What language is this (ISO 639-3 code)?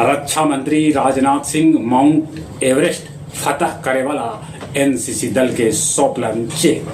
mag